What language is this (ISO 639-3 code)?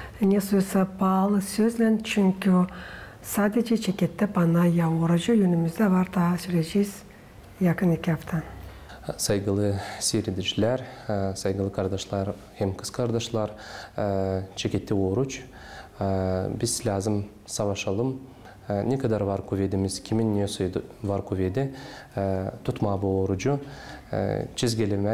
gag